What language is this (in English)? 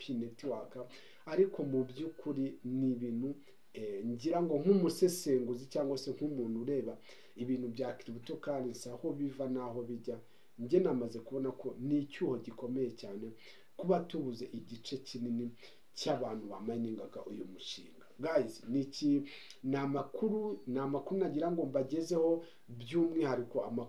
Kinyarwanda